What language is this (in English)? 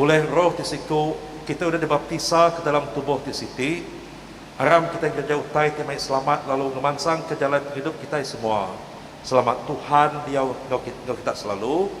Iban